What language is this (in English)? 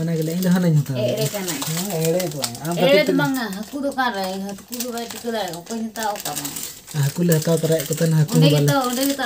Santali